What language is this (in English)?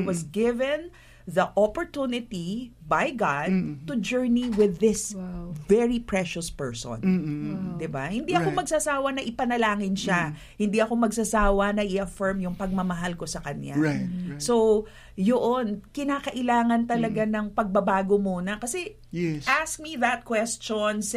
Filipino